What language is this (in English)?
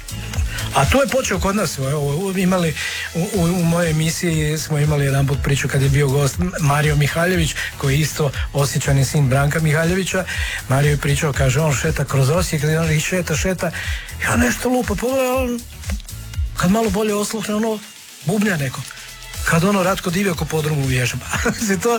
Croatian